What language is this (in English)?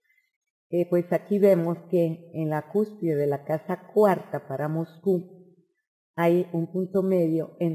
Spanish